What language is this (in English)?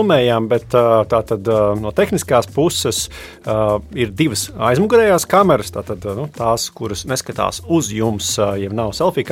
Latvian